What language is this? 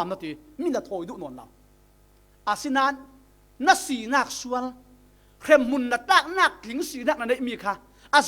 Falam Chin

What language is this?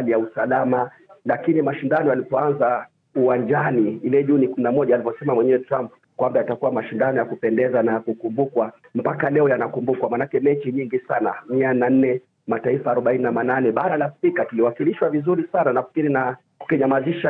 Swahili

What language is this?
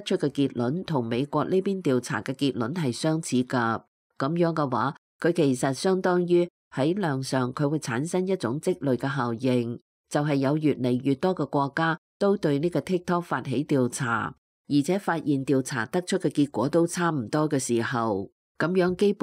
Cantonese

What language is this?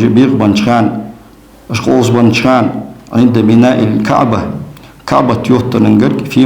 Ingush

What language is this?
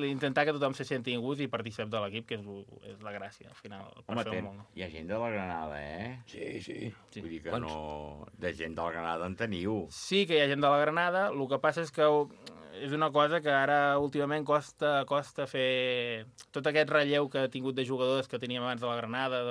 Catalan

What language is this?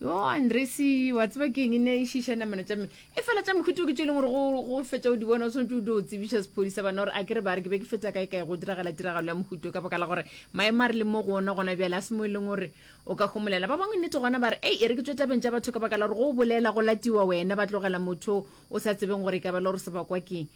Northern Sotho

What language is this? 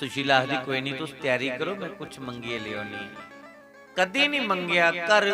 Dogri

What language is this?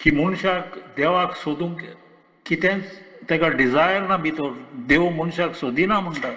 Konkani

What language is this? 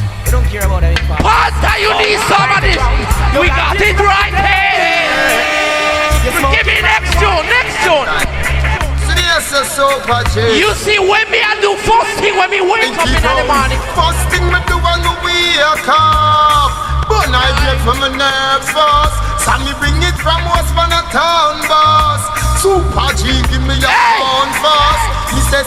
Jamaican Creole English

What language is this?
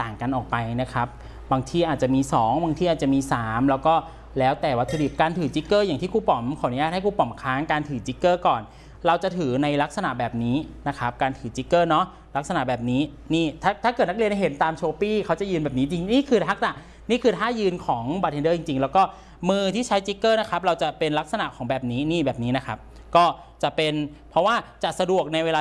Thai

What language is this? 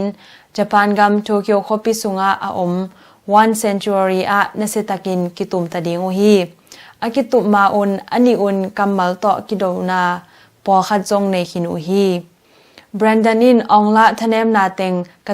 Tedim Chin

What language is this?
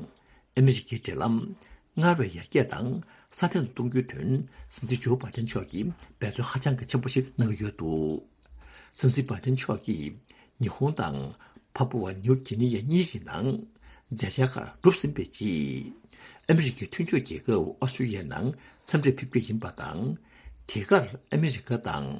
Tibetan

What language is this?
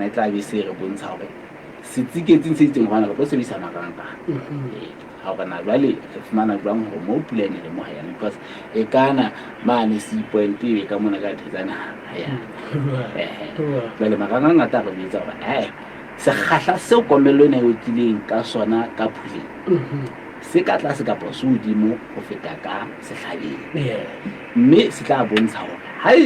Southern Sotho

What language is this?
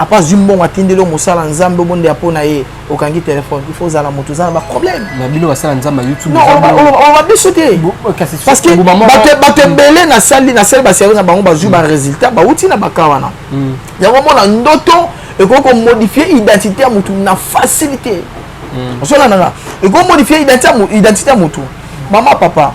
Lingala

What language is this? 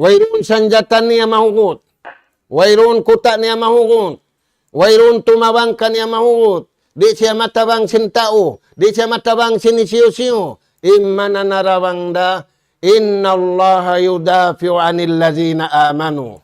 Tausug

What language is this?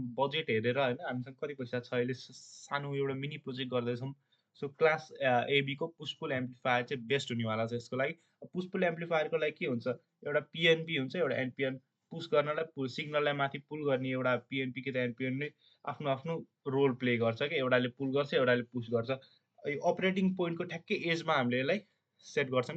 Nepali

